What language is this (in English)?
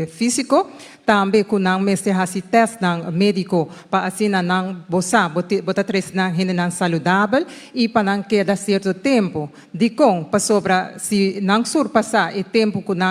Papiamento